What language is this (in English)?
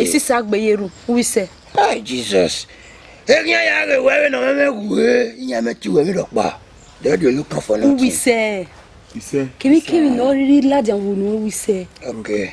Bini